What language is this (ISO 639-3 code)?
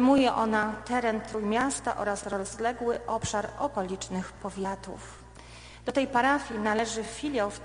pol